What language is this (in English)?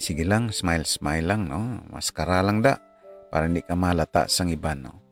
Hiligaynon